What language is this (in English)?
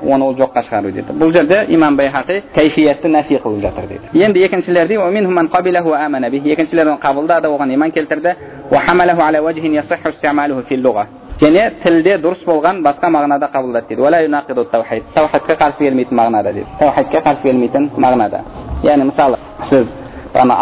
Kazakh